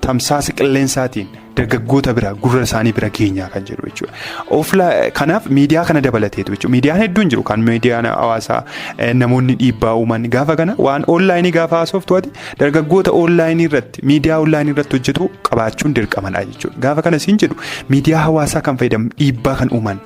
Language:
Oromo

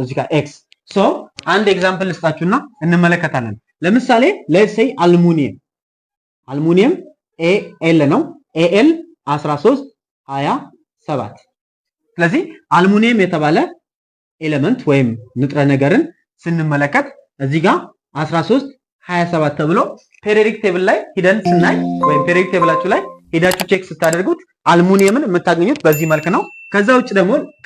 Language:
Amharic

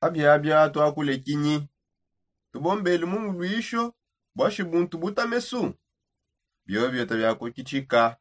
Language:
Songe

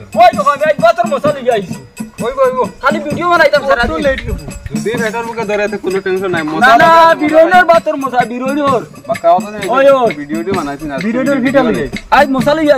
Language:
Sylheti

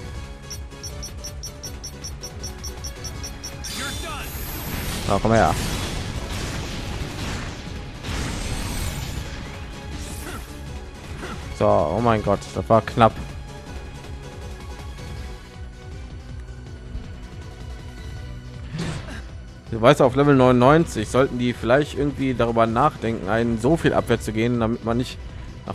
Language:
German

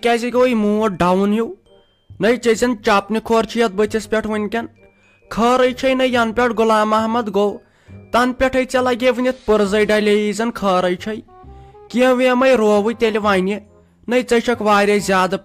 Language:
Kashmiri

